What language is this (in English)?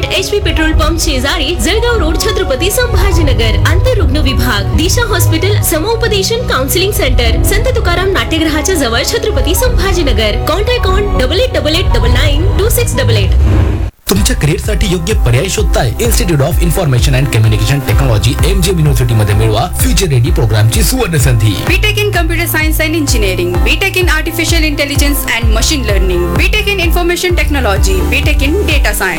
Marathi